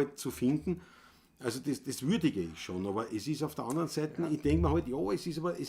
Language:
Bavarian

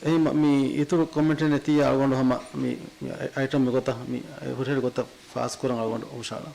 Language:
Divehi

